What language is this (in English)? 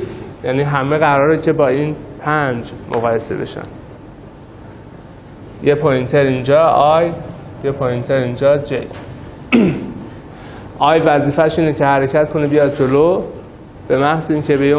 Persian